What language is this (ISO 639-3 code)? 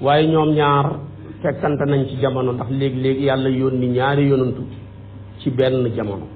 wol